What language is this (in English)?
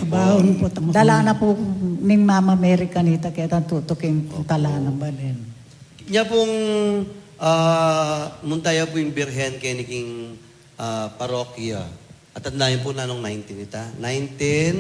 Pampanga